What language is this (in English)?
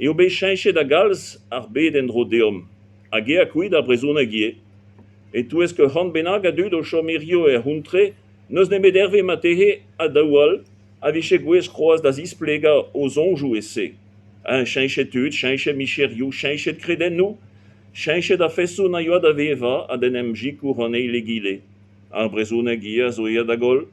Breton